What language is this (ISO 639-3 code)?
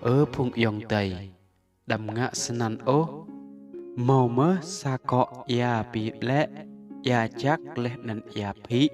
rad